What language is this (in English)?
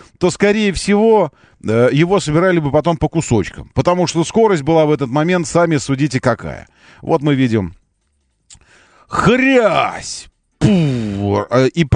Russian